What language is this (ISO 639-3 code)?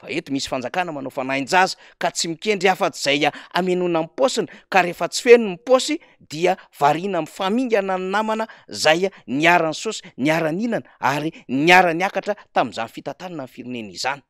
mlg